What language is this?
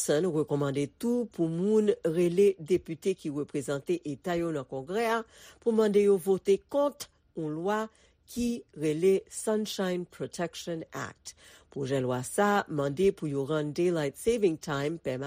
Haitian Creole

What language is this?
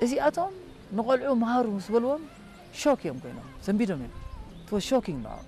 Tigrinya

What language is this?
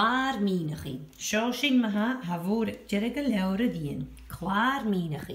Scottish Gaelic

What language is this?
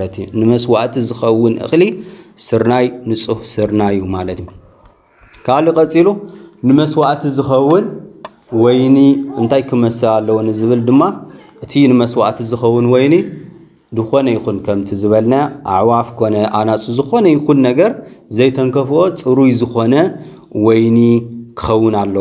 Tigrinya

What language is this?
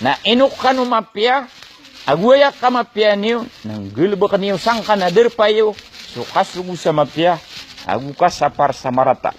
Maranao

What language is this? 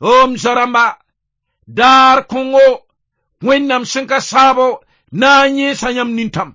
Mossi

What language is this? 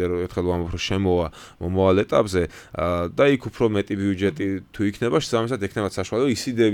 Georgian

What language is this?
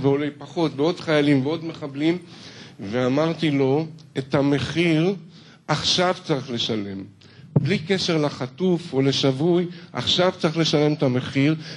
Hebrew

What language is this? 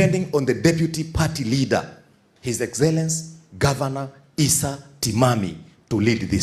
Gusii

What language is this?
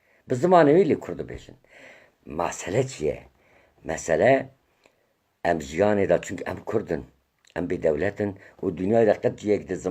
Kurdish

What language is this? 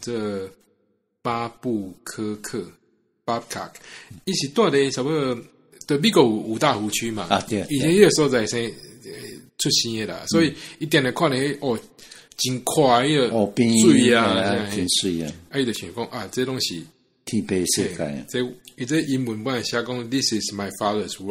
Min Nan Chinese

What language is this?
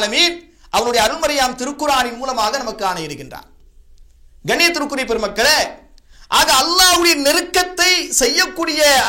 Tamil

